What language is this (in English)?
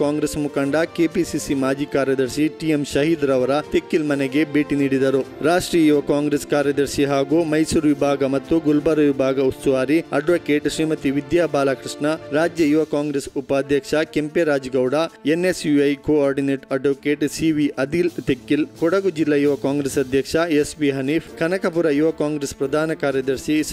Kannada